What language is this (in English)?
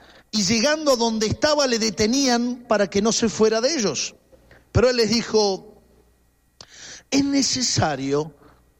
Spanish